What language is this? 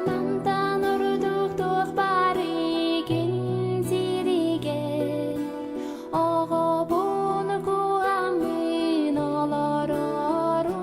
Yakut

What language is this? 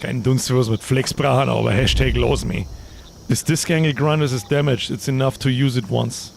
Bavarian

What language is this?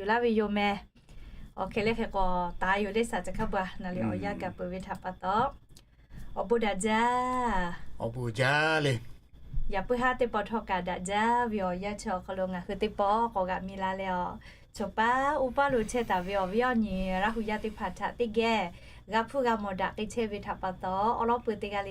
Lahu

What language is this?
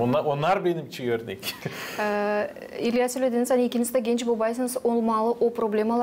Gagauz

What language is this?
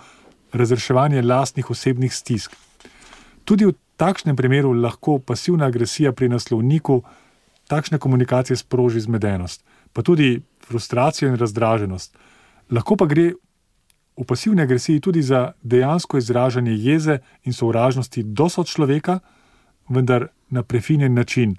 Slovenian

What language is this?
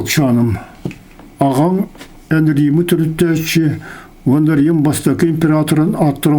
Yakut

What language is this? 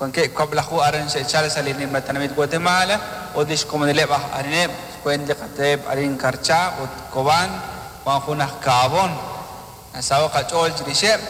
Kekchí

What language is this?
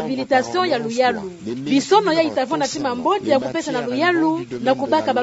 Kituba (Democratic Republic of Congo)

